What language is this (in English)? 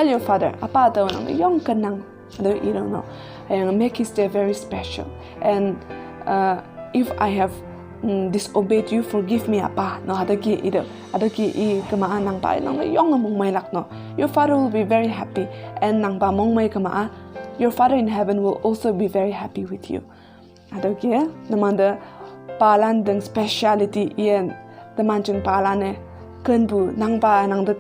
Konyak Naga